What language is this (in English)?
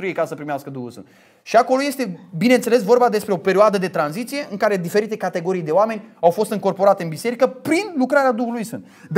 Romanian